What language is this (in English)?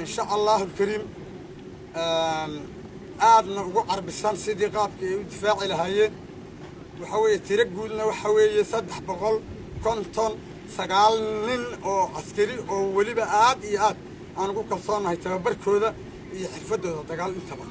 Somali